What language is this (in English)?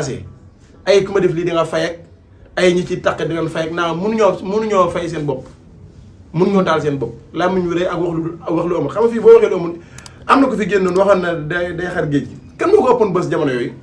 Wolof